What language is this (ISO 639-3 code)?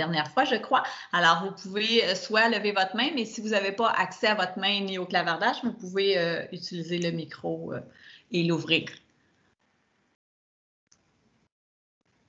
fra